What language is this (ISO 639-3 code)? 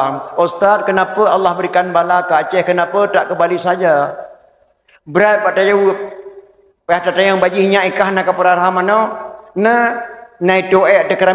ace